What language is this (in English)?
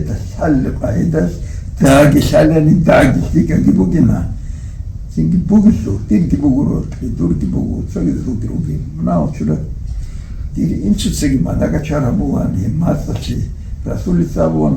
Avaric